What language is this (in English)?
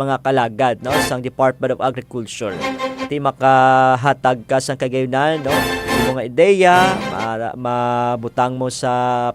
Hiligaynon